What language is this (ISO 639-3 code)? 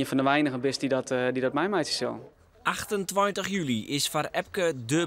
fry